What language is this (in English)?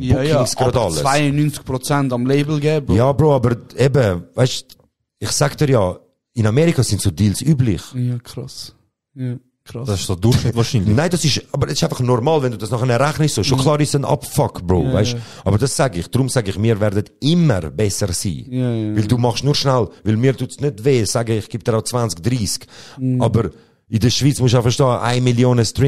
Swiss German